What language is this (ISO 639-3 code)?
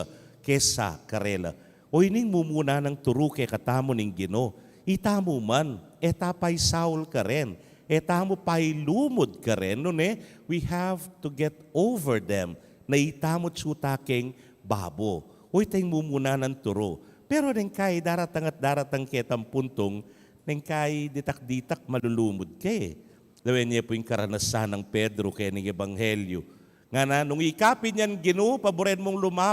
pam